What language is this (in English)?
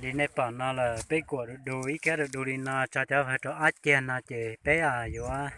Hmong